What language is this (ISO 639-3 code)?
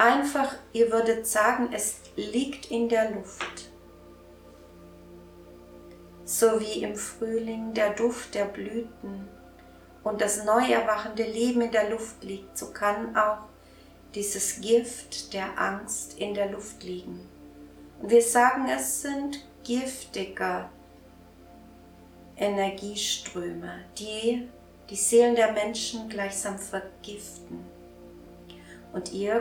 deu